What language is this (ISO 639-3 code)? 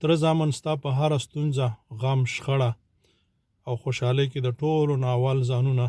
pus